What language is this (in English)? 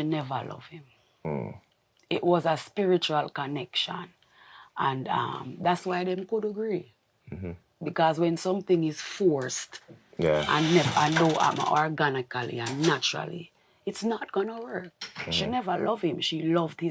Jamaican Creole English